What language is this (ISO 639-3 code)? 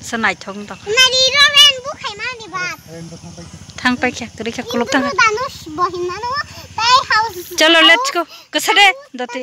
trp